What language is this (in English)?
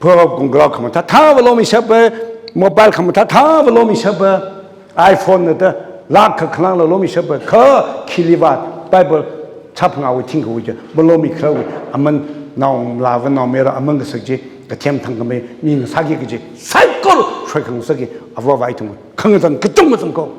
Tangkhul Naga (India)